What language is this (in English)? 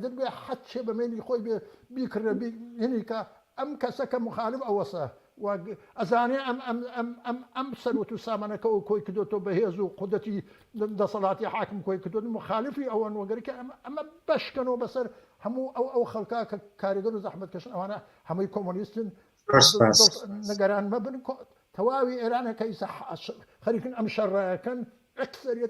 Central Kurdish